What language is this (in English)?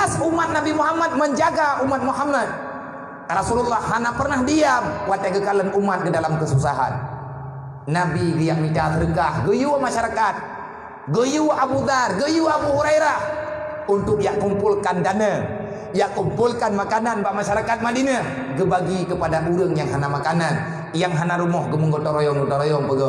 Achinese